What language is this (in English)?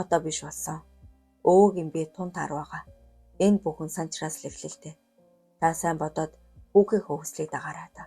Mongolian